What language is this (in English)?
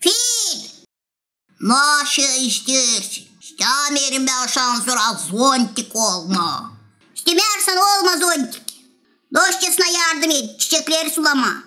Gagauz